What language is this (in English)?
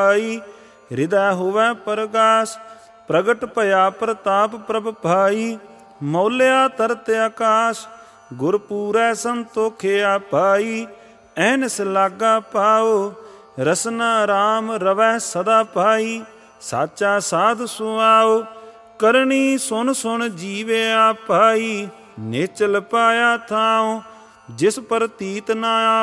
Punjabi